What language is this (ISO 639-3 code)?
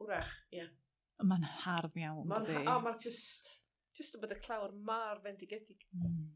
cym